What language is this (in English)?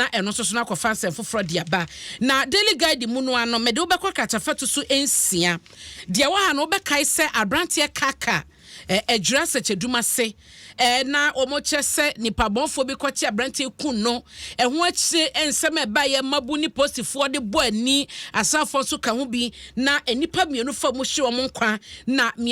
Akan